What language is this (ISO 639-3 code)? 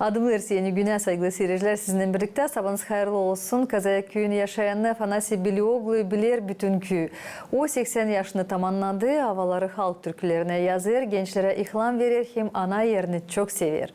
gag